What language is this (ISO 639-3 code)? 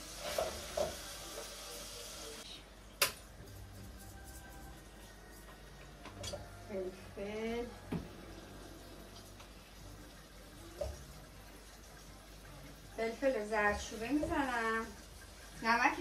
fas